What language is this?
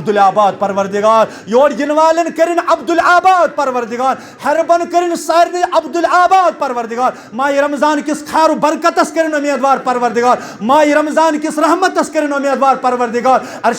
Kashmiri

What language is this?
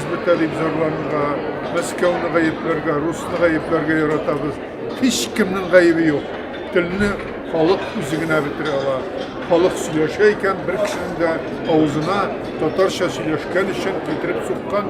Tatar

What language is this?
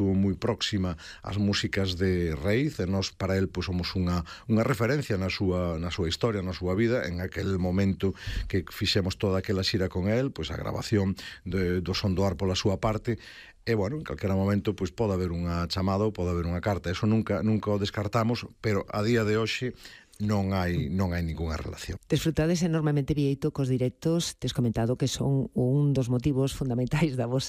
Galician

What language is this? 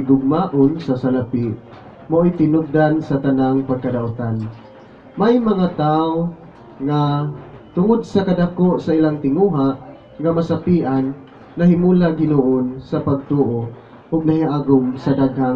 Cebuano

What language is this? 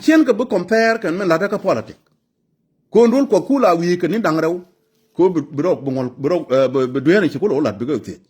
Nuer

